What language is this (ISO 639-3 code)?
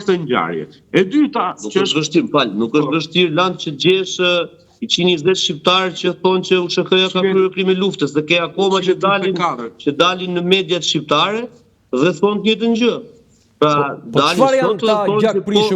sqi